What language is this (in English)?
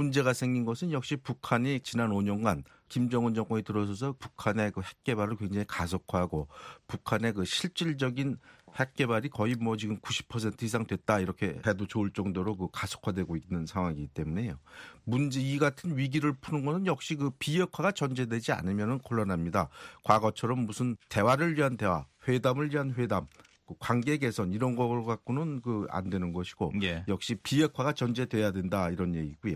Korean